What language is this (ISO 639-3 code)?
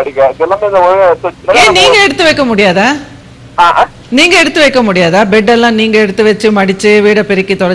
tam